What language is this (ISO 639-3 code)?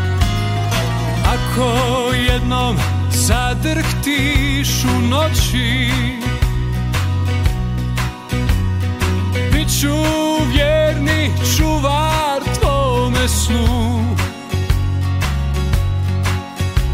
hrv